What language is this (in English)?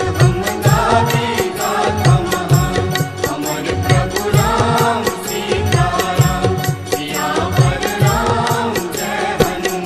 Maithili